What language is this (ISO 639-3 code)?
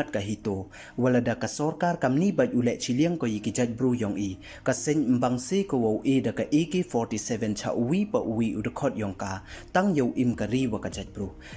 pbv